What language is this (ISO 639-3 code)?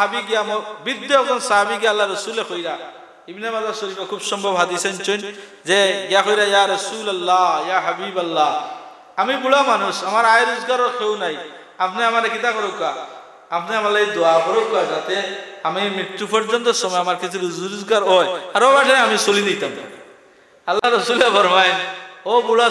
syl